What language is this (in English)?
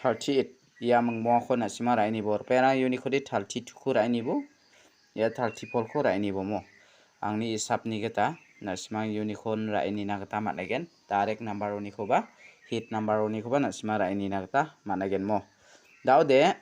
Garo